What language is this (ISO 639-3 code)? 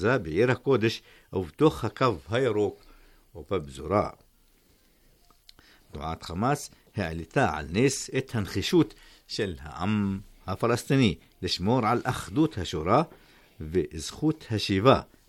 heb